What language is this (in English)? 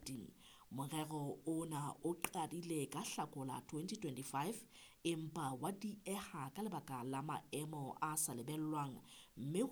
Southern Sotho